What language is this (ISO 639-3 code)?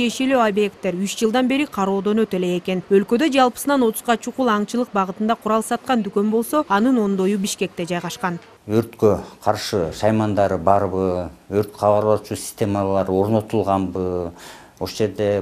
kir